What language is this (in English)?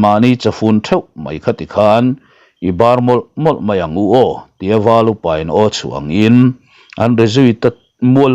Mizo